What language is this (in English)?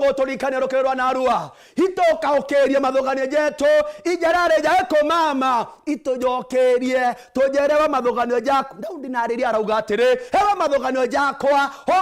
Meru